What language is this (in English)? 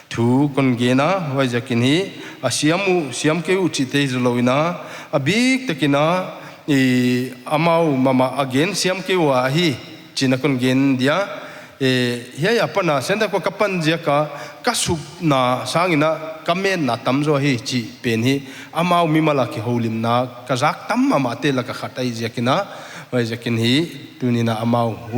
Paite Chin